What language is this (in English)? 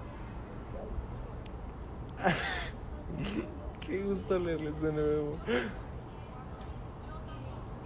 Spanish